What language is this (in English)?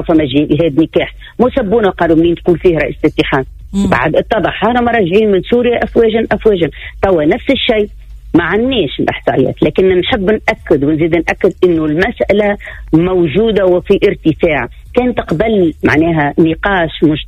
Tunisian Arabic